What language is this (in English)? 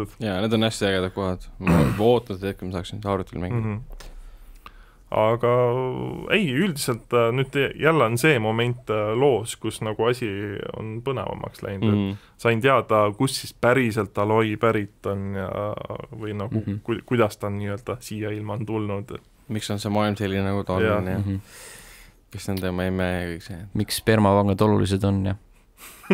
Estonian